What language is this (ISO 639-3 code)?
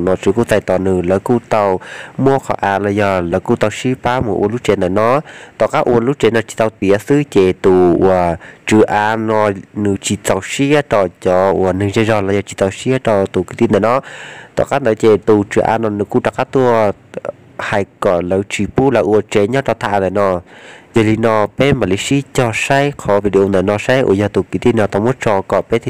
hmn